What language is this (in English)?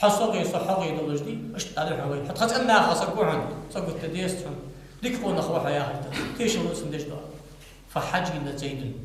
Ingush